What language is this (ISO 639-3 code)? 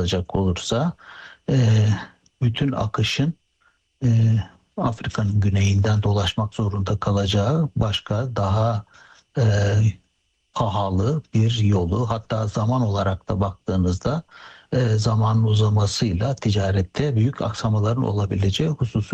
tur